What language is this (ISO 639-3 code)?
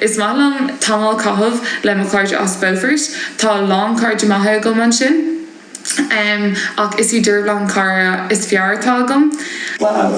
gle